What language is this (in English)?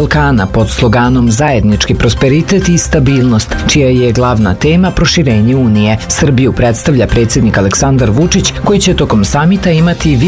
Serbian